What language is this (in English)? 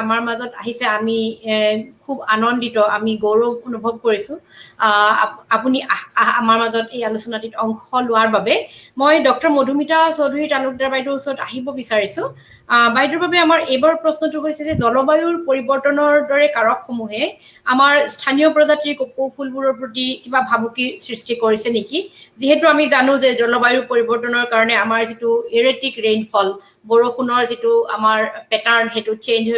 Assamese